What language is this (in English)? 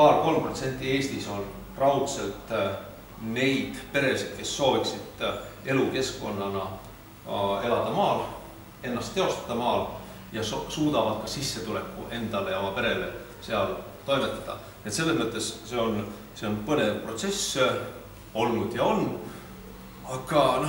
Estonian